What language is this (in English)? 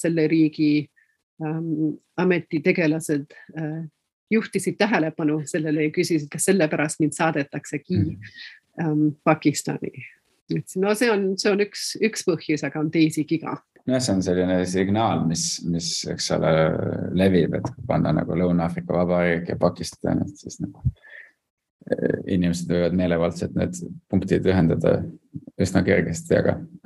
Estonian